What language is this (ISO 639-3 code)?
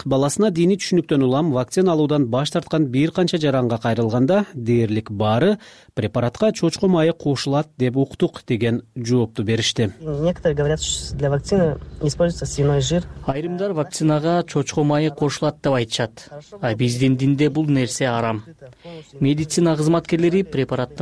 kir